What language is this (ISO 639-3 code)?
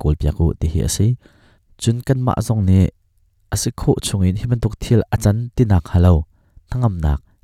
cnh